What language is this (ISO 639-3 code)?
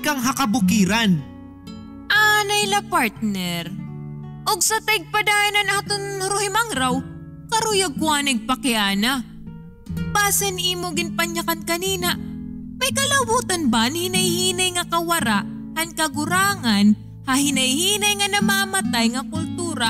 war